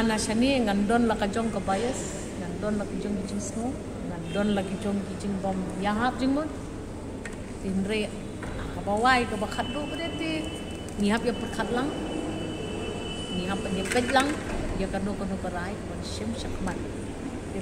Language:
Khasi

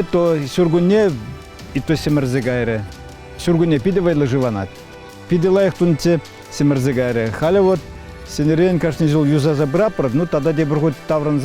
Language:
Chuvash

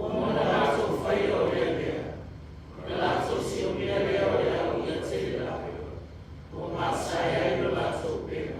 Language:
Samoan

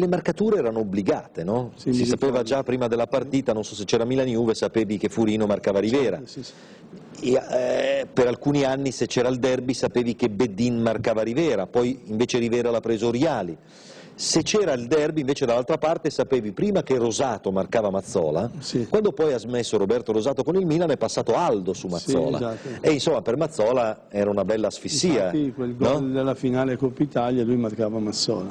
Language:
Italian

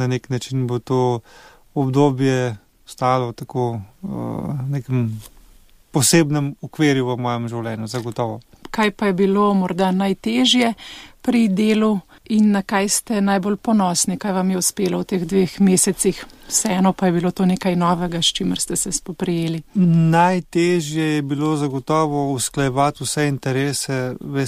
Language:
Slovenian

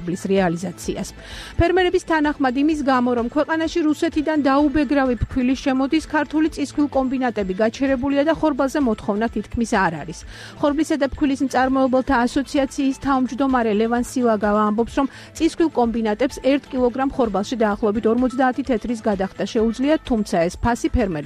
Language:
Georgian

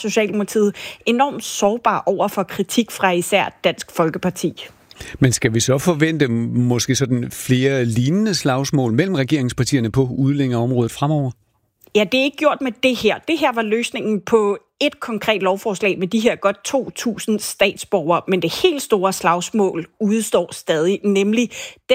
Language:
Danish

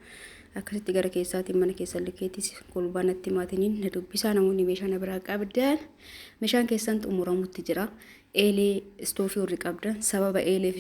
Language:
Oromo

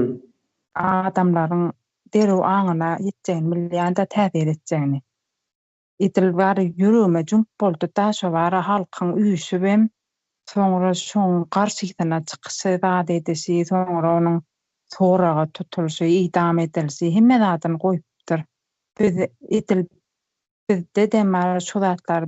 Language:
Turkmen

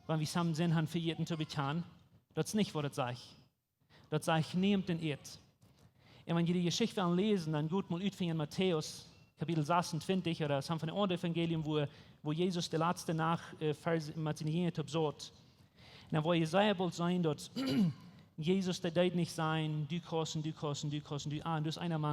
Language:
Plautdietsch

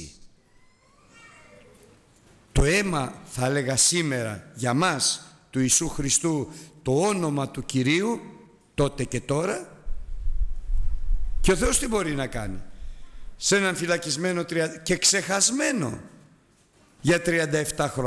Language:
Greek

